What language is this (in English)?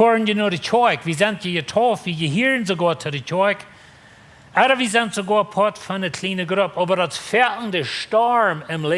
Plautdietsch